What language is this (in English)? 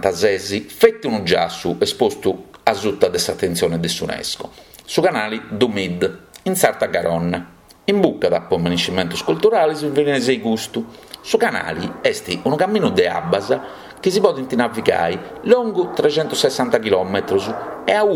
Sardinian